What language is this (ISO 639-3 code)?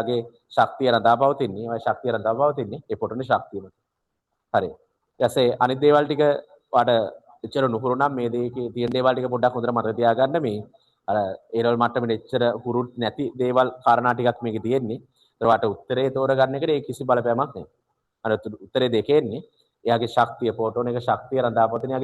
sin